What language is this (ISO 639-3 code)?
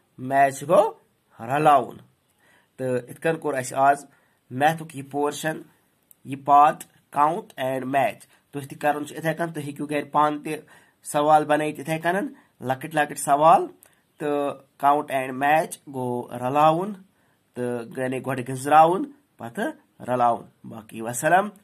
kas